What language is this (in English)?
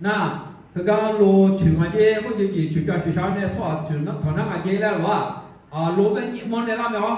Akha